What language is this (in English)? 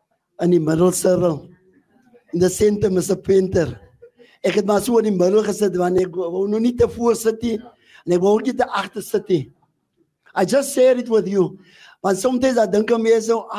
Afrikaans